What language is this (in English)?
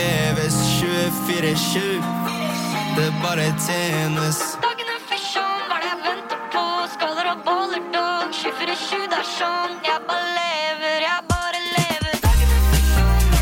Norwegian